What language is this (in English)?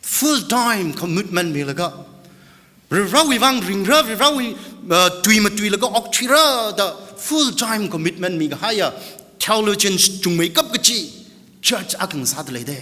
Tangkhul Naga (India)